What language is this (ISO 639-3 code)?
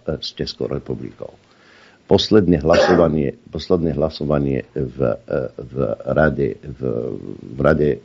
slk